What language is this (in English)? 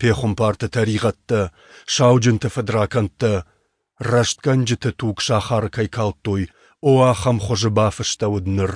Ossetic